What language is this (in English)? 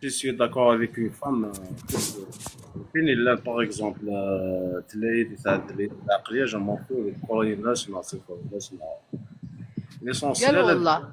Kabyle